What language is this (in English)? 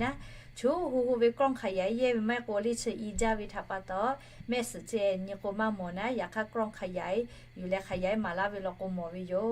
Lahu